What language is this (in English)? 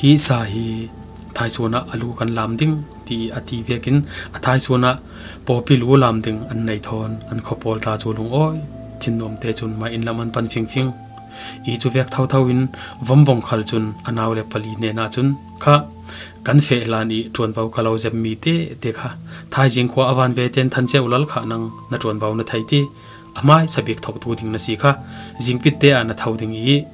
Falam Chin